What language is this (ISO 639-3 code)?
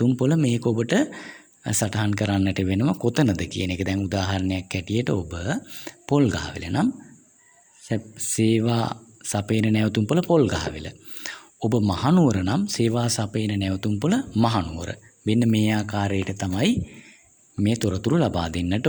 sin